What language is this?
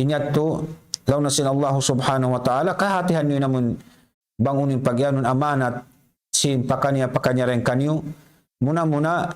Tausug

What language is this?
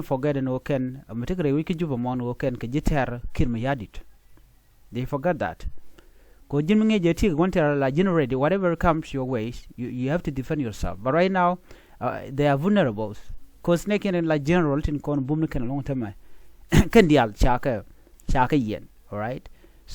Nuer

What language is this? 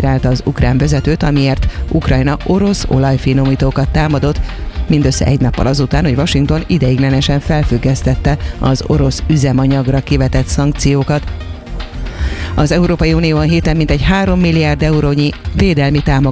Hungarian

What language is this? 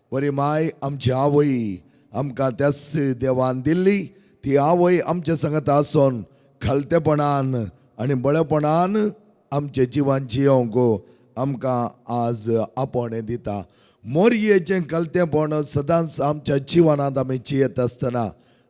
Konkani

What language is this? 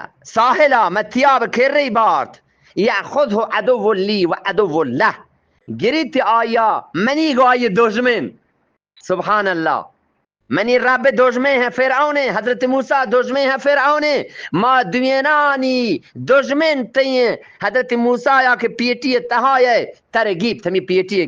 Eastern Balochi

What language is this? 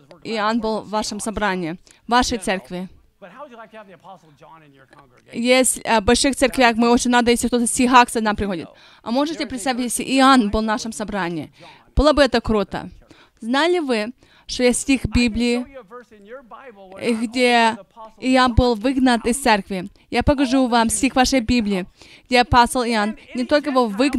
Russian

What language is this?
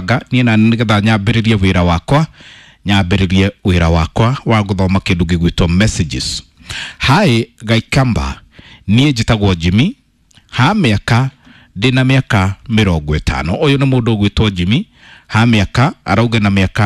Kikuyu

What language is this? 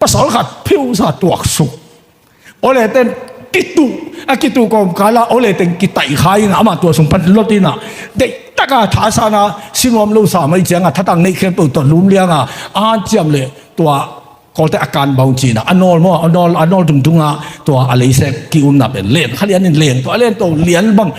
Tedim Chin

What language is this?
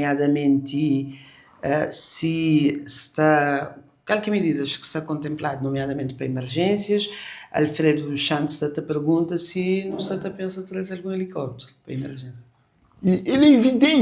Kabuverdianu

